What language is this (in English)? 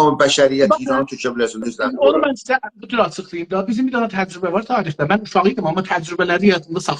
South Azerbaijani